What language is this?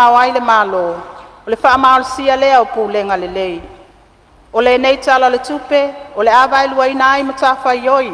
Samoan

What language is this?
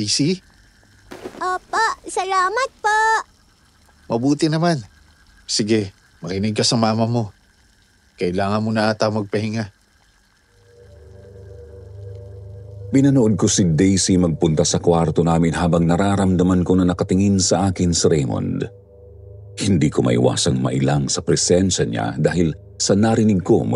Filipino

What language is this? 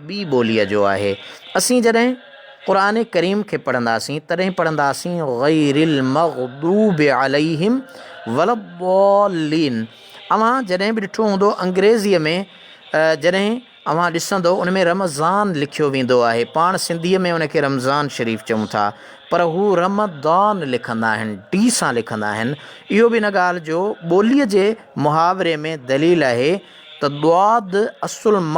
Sindhi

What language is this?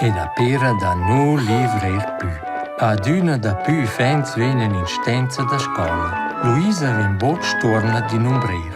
Romansh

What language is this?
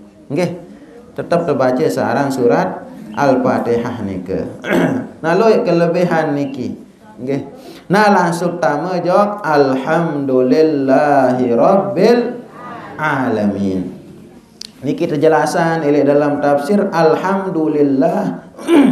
Sasak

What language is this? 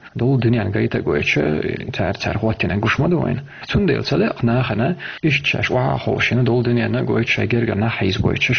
Chechen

